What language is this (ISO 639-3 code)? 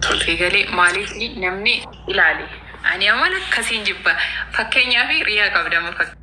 orm